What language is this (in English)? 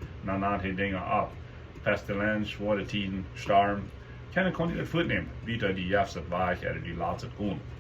Plautdietsch